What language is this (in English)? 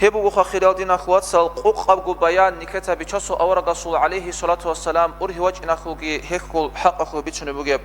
Avaric